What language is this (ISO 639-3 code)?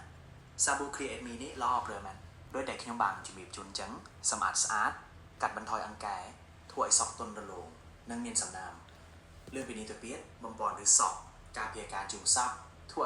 khm